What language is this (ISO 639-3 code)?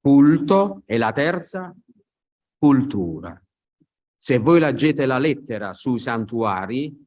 ita